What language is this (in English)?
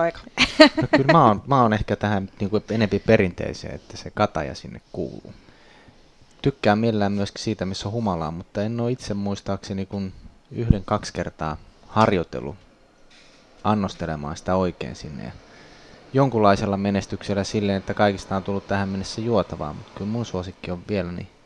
Finnish